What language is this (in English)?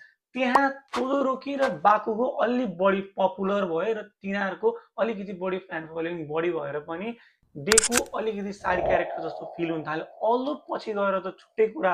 Nepali